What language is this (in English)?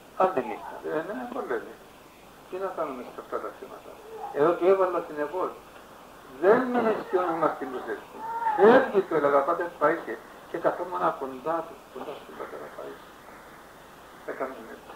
Greek